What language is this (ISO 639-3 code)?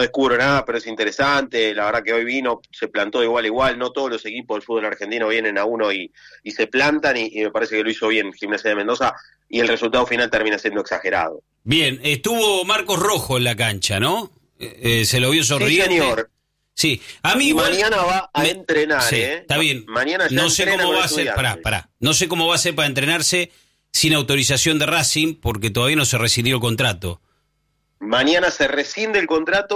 spa